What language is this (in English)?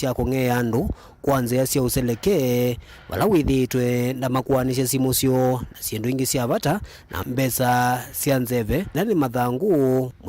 Kamba